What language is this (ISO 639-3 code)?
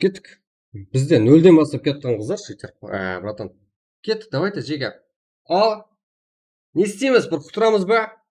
kaa